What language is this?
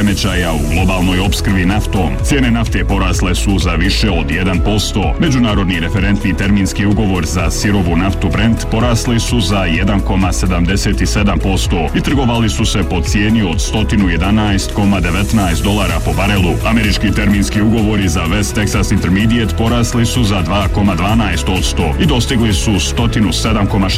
Croatian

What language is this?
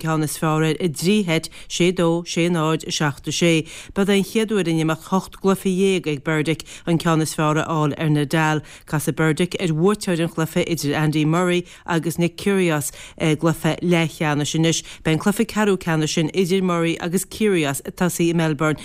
Irish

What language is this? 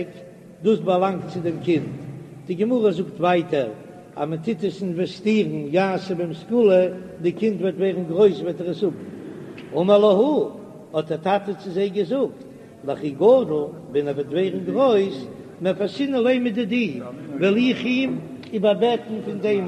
Yiddish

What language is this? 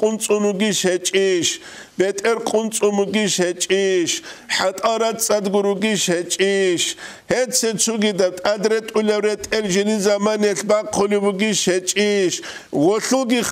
Avaric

